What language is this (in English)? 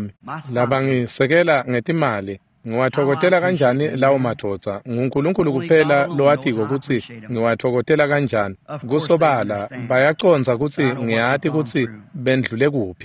Swati